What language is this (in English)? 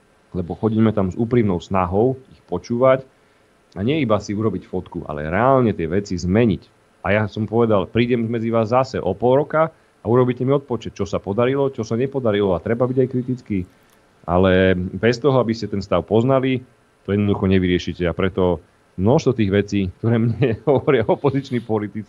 Slovak